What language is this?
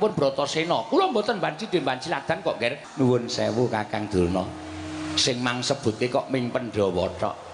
Javanese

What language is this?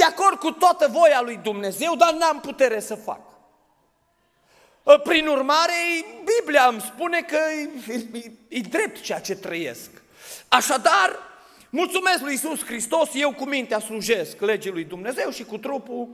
Romanian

